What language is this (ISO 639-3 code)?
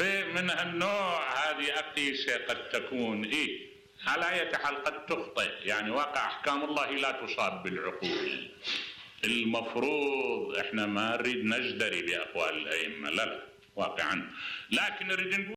acm